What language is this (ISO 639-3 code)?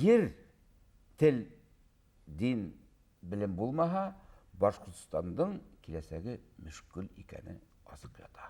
bak